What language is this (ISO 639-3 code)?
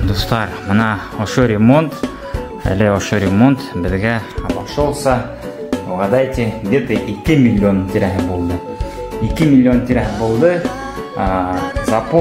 bak